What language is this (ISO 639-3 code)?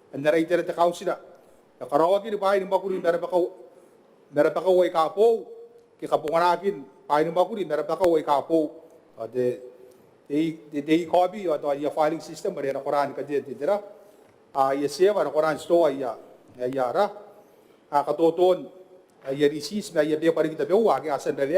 gil